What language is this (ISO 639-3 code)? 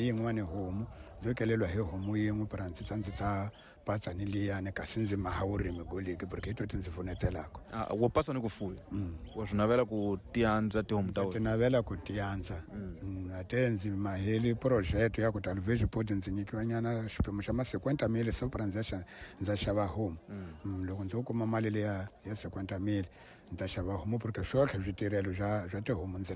tso